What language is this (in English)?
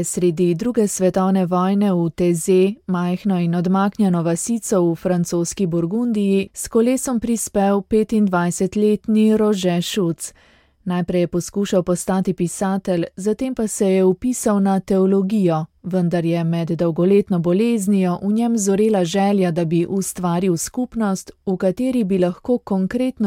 Slovenian